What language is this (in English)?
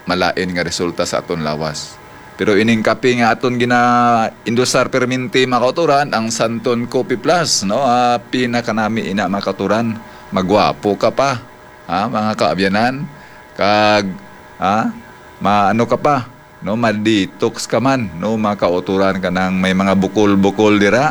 Hiligaynon